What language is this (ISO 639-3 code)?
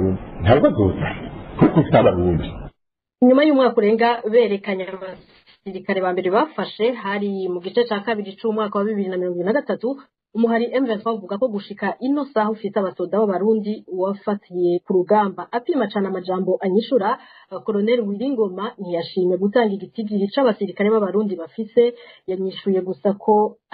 run